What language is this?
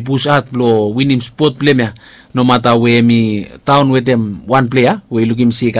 Bislama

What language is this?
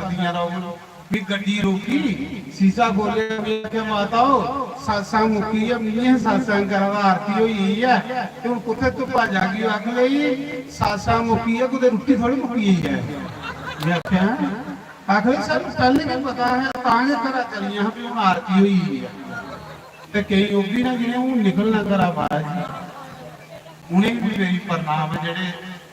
Dogri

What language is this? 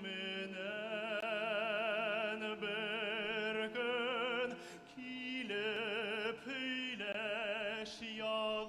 Bashkir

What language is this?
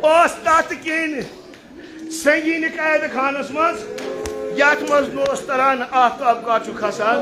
Kashmiri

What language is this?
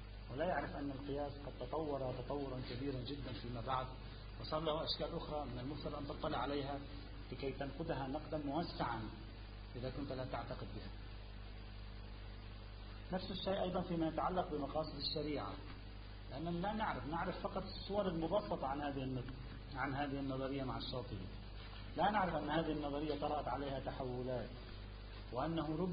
Arabic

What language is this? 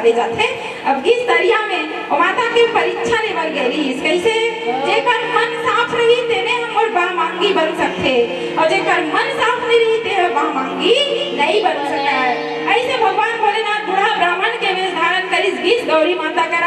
Chhattisgarhi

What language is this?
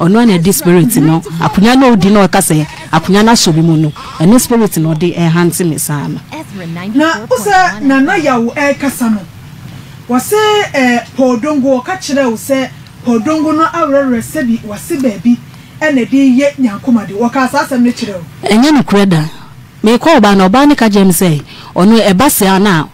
Akan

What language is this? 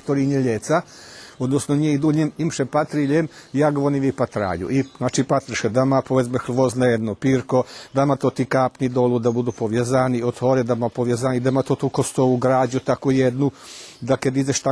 Rusyn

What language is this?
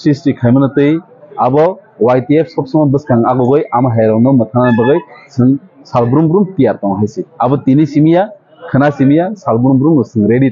Kok Borok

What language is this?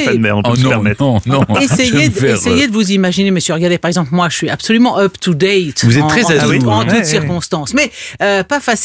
French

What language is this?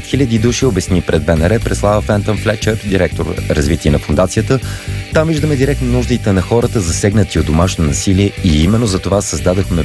Bulgarian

